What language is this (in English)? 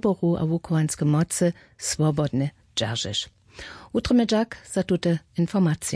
Upper Sorbian